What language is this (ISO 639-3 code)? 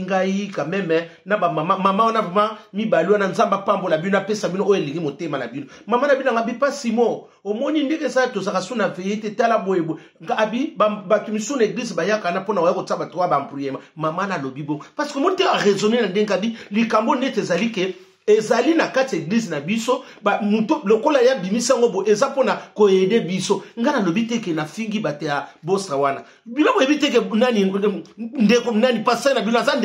lin